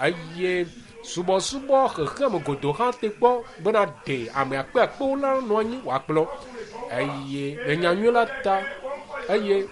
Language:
Ewe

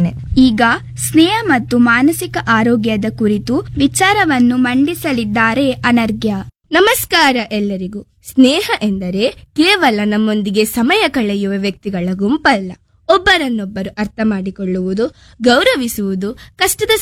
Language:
Kannada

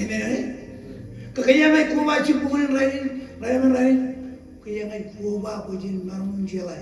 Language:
Marshallese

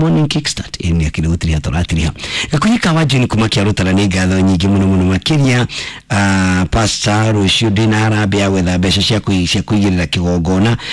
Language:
Kikuyu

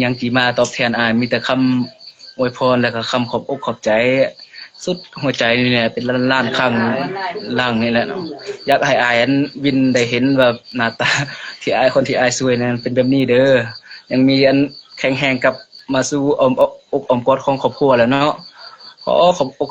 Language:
Lao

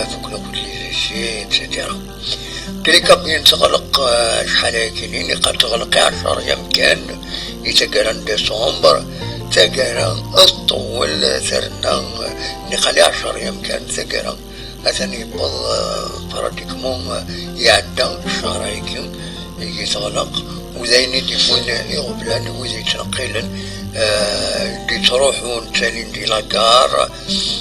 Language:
Kabyle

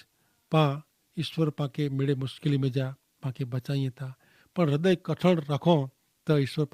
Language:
Kachhi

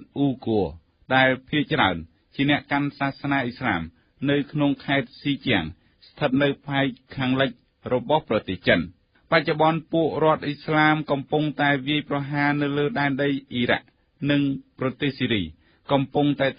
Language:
Khmer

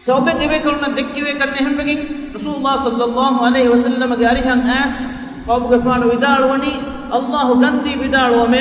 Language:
Divehi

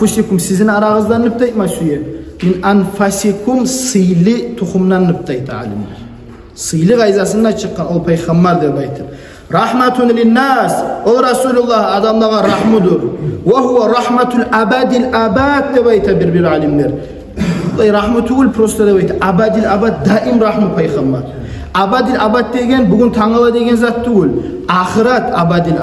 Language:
Kumyk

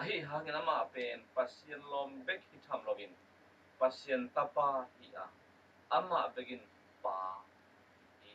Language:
Tedim Chin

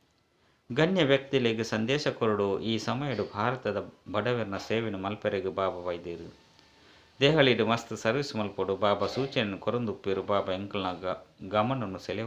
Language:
Tulu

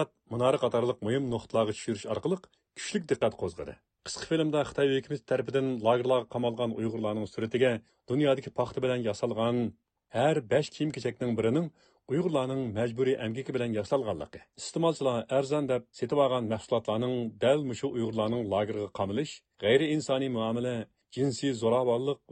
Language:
Uyghur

